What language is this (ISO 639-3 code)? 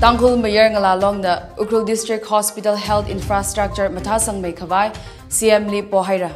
nmf